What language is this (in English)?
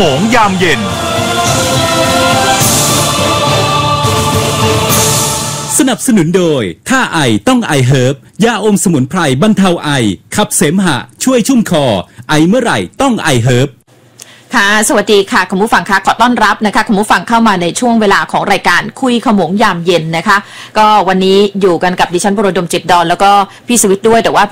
Thai